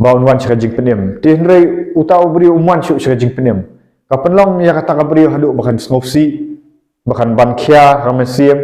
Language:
Khasi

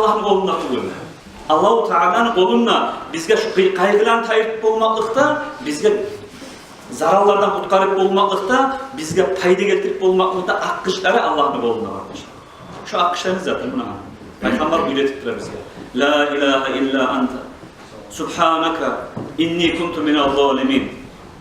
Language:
Kumyk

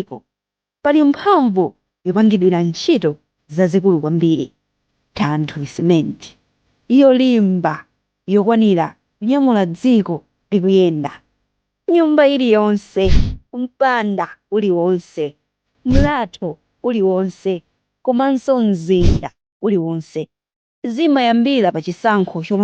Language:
Nyanja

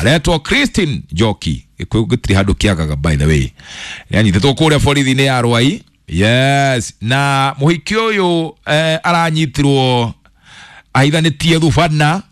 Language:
Kikuyu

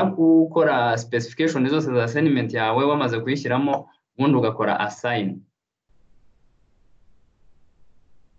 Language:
Kinyarwanda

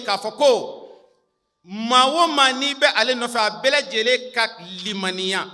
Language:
Bambara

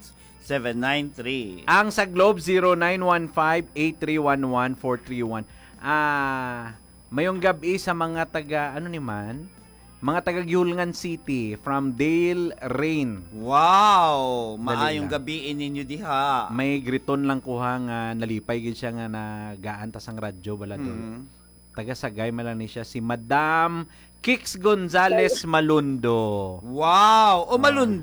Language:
Hiligaynon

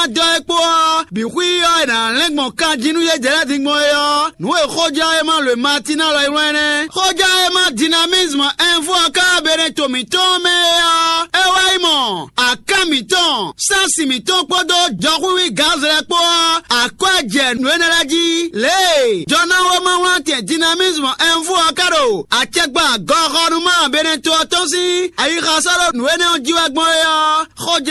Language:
Fon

